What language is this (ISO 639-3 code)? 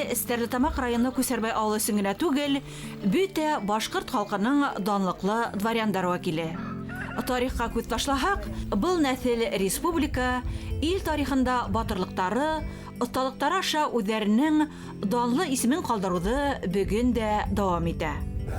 bak